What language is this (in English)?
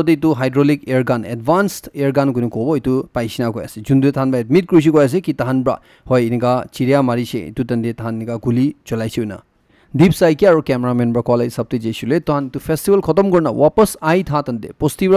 Naga Pidgin